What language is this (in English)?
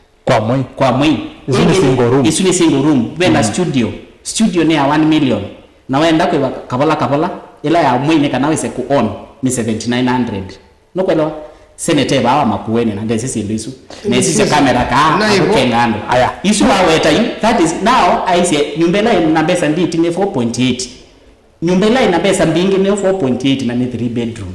Kamba